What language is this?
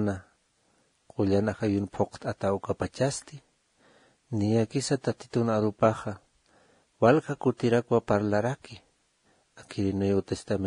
Aymara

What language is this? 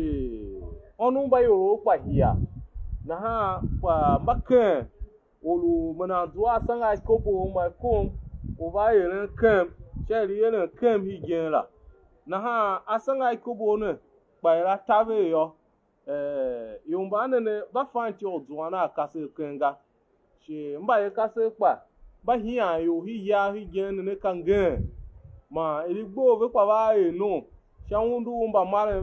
Tiv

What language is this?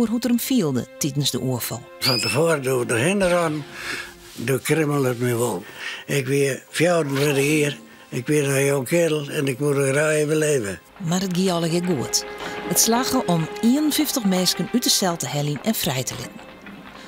Western Frisian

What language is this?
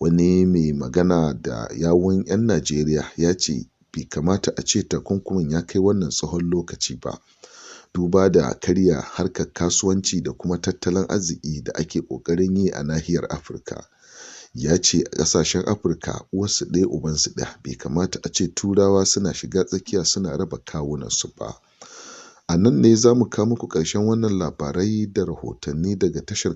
Hausa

